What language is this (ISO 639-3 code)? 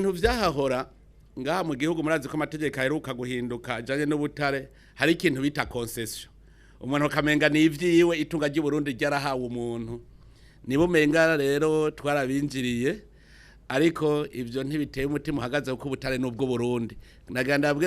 run